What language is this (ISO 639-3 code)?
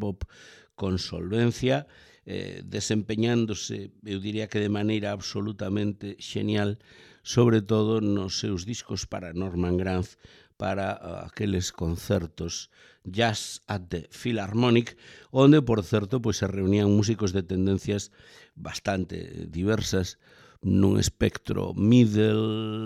glg